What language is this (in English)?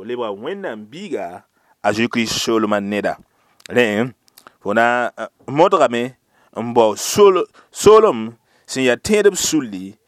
Mossi